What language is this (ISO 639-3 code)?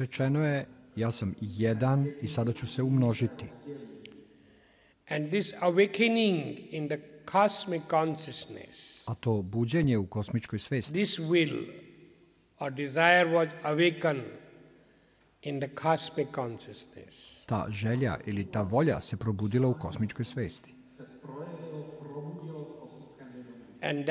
srp